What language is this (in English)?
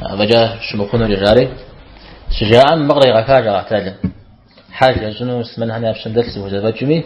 Kabardian